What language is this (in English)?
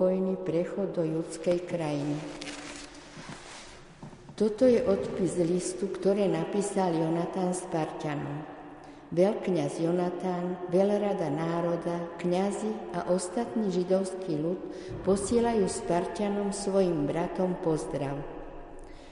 Slovak